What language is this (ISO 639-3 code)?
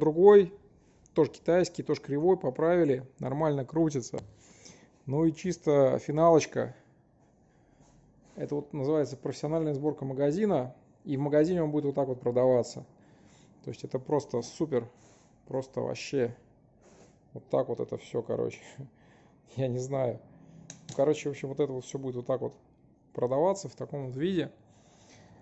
rus